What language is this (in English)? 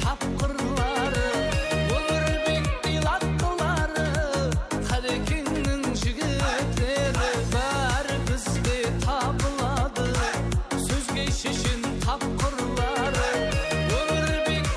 Kara-Kalpak